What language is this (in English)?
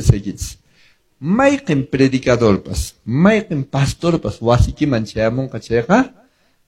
Quechua